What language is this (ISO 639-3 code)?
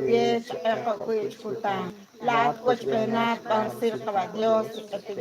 kek